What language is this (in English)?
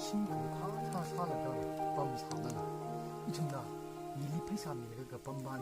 Tangkhul Naga (India)